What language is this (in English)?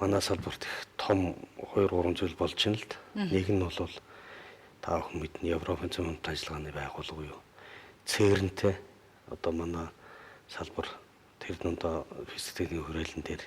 Mongolian